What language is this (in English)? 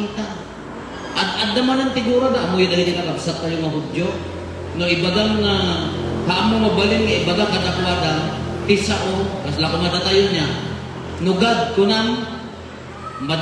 Iloko